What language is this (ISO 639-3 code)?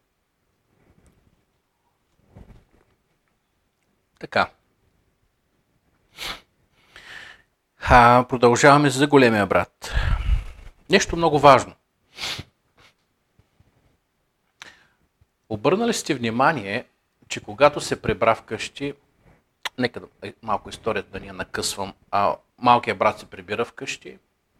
bul